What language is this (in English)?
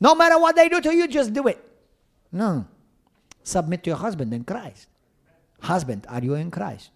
English